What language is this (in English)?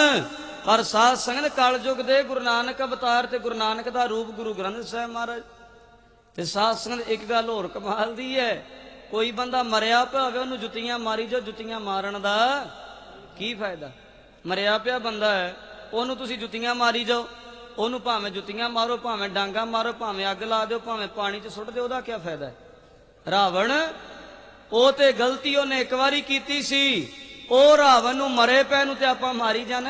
Punjabi